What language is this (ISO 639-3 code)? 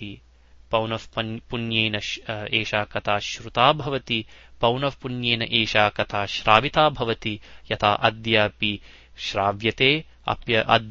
san